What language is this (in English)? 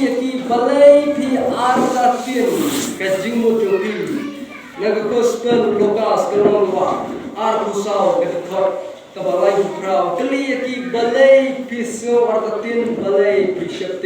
Khasi